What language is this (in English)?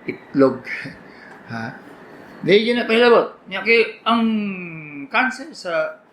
Cebuano